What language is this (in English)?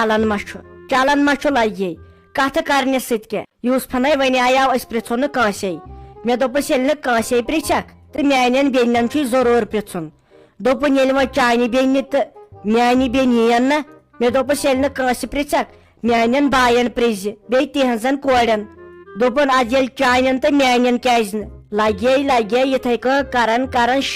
Kashmiri